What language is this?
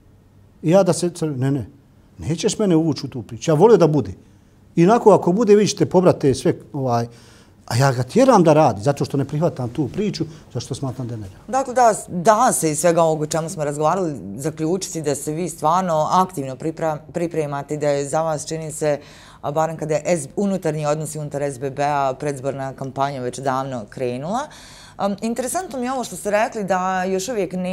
Bosnian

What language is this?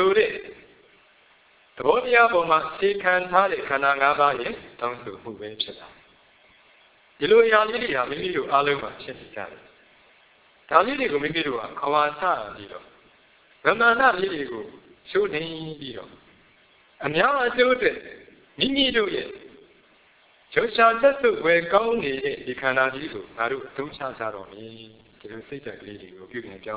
Burmese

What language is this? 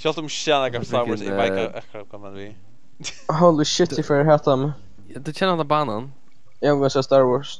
Faroese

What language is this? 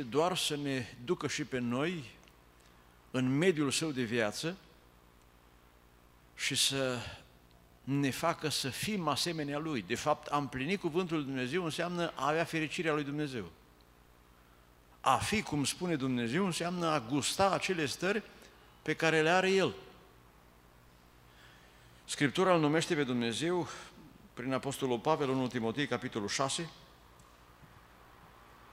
Romanian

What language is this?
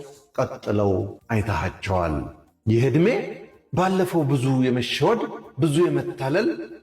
Amharic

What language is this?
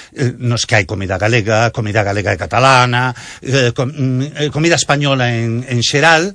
Galician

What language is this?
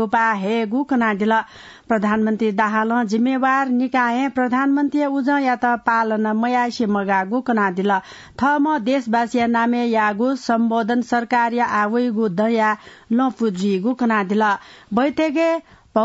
Newari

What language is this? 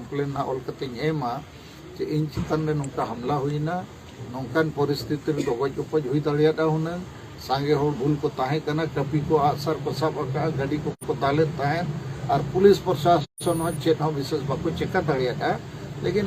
Santali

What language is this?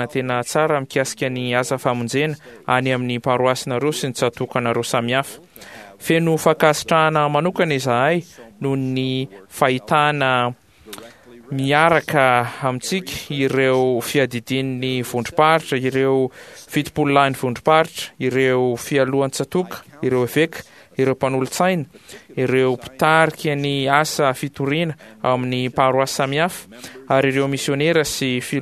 Malagasy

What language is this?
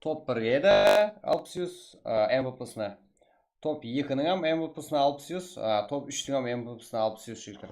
Kara-Kalpak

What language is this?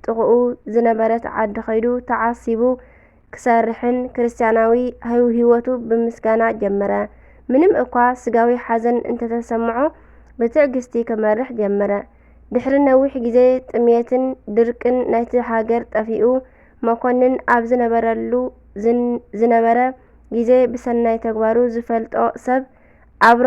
Tigrinya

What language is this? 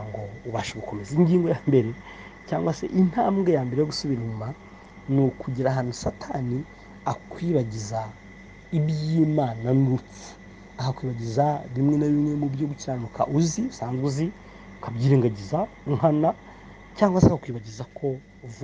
Kinyarwanda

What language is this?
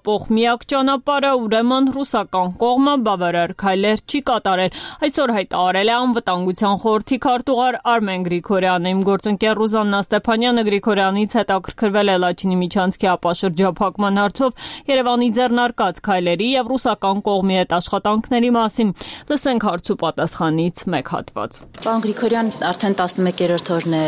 Armenian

